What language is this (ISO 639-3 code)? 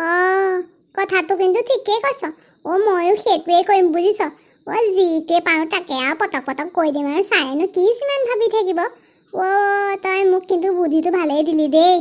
asm